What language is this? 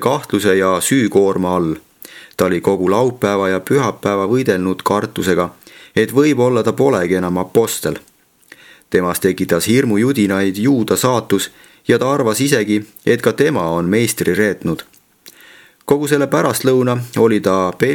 Estonian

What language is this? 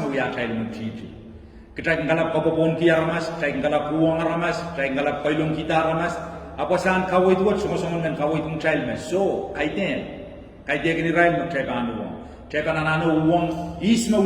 Pohnpeian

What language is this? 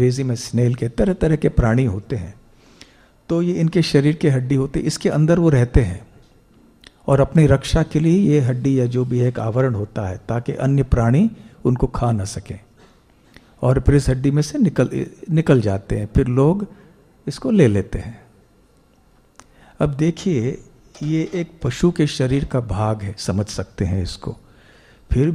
Hindi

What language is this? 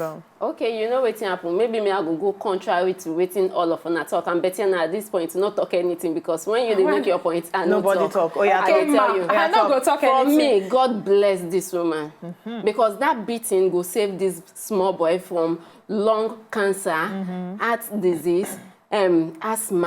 Nigerian Pidgin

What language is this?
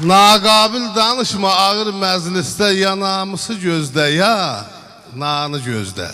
South Azerbaijani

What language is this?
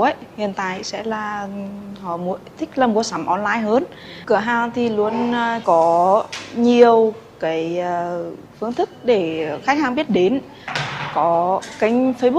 Vietnamese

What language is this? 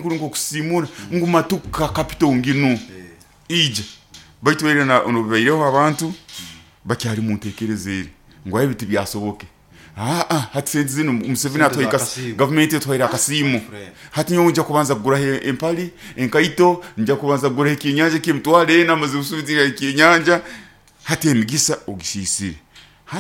Nyoro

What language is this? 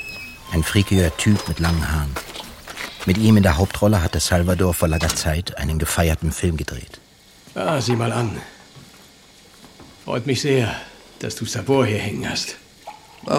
German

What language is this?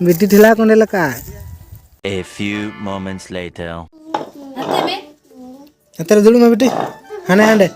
Santali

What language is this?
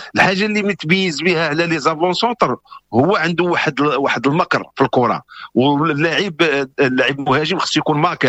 Moroccan Arabic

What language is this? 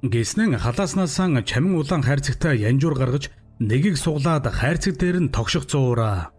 Mongolian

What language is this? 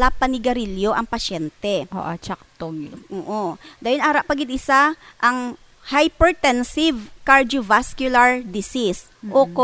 Hiligaynon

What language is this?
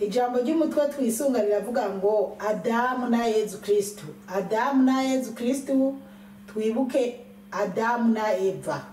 Rundi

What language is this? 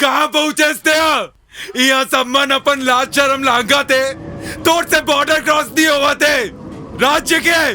Chhattisgarhi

